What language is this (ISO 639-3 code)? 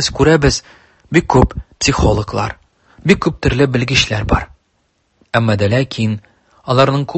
tat